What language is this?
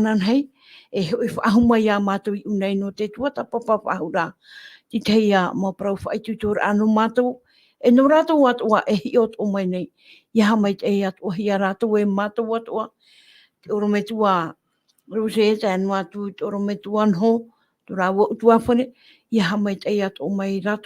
Tahitian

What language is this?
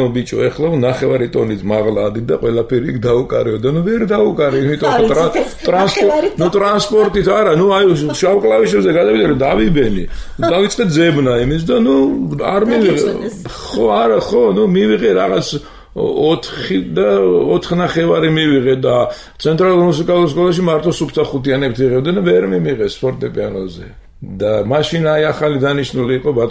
Georgian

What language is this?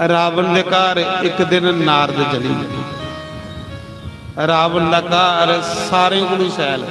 Dogri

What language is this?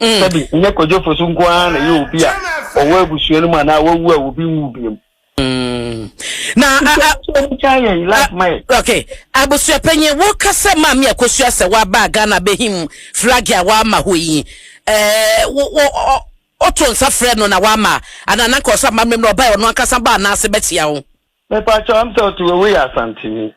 Akan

